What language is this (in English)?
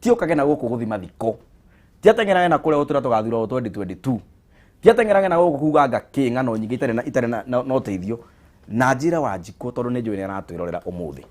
Kikuyu